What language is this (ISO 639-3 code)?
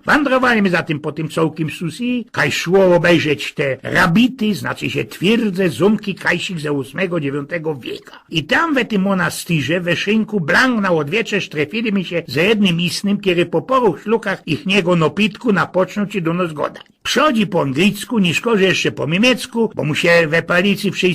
szl